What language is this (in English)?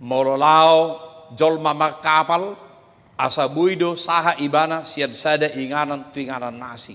Batak Toba